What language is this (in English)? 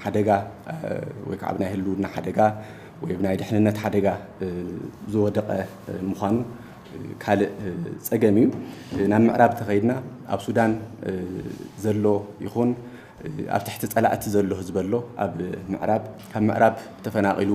Tigrinya